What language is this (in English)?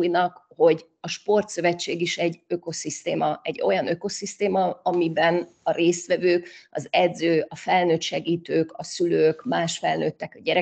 Hungarian